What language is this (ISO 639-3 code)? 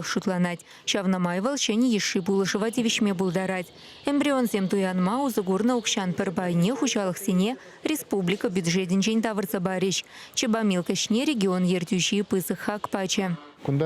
chv